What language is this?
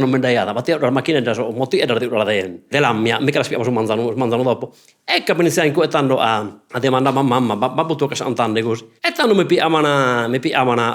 Sardinian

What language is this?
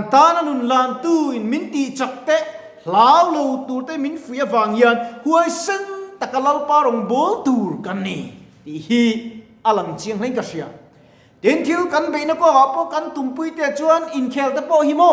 Mizo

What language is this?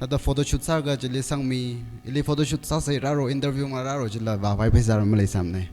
Tangkhul Naga (India)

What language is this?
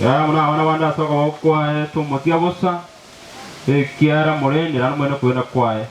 Gusii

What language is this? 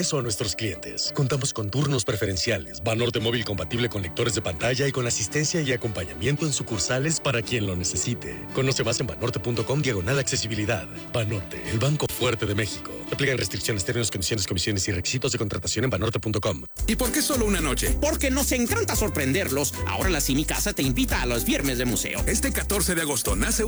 Spanish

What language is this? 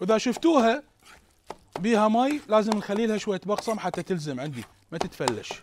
Mesopotamian Arabic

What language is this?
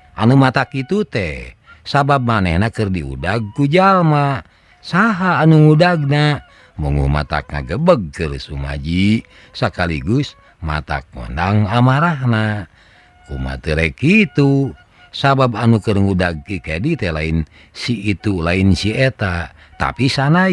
Sundanese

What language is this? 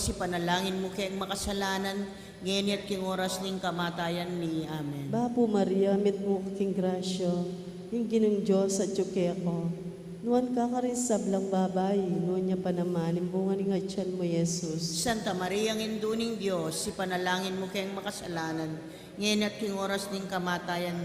Pampanga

